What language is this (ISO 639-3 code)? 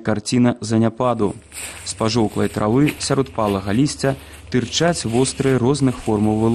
bel